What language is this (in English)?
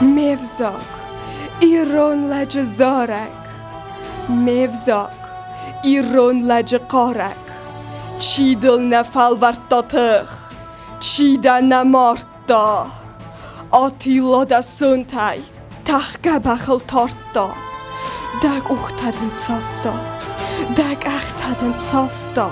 Ossetic